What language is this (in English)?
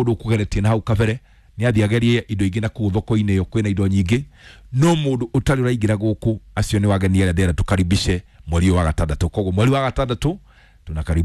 Kikuyu